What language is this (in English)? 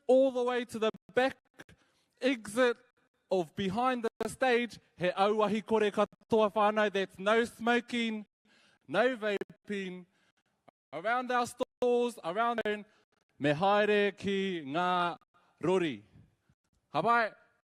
Māori